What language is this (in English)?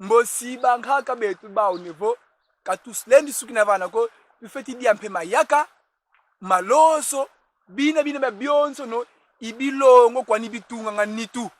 Kongo